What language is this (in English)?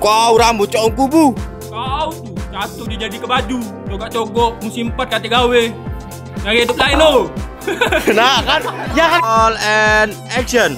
Musi